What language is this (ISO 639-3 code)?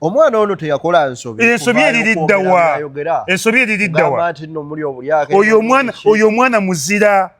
lug